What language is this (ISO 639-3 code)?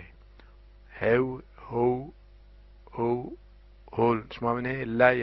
zza